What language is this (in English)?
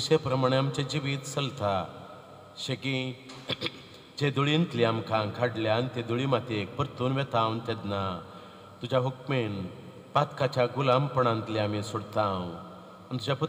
Konkani